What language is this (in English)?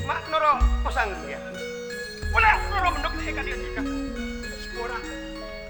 Madurese